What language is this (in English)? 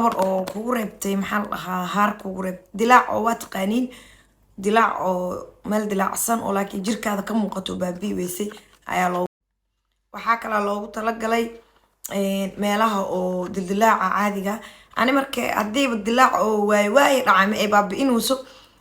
Somali